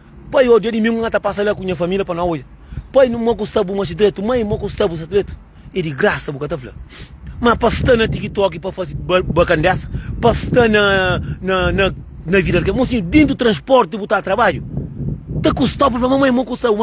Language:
Kabuverdianu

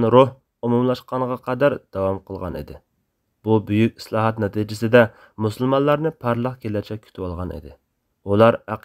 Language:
Uyghur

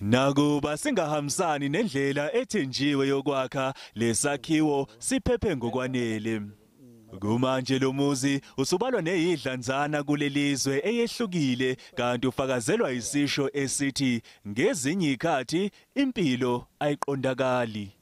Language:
Zulu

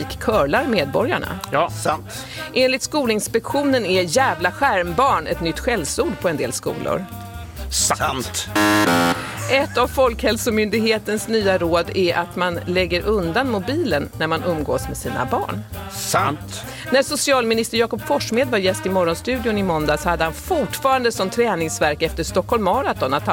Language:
Swedish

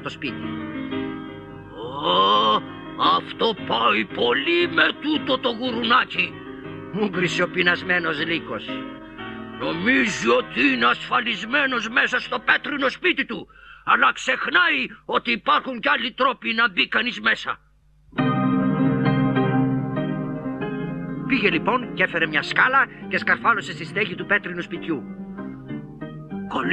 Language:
Greek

